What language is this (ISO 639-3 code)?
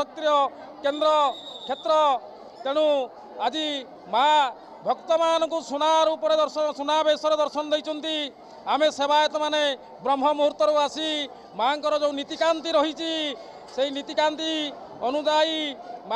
ori